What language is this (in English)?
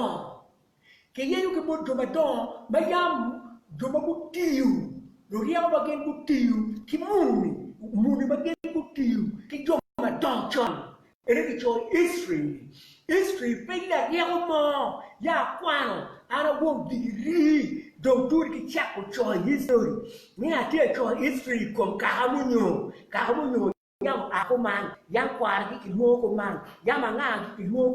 Acoli